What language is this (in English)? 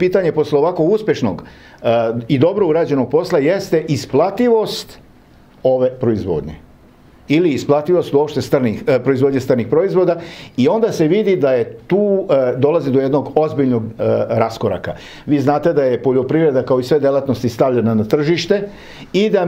Serbian